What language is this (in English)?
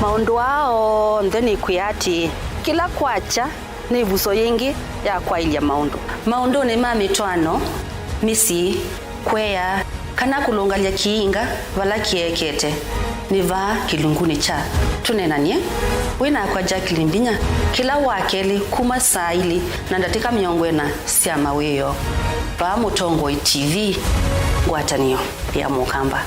Kamba